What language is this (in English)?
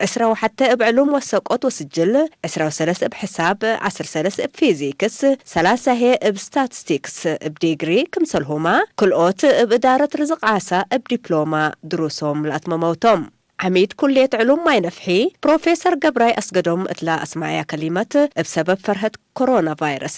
Tigre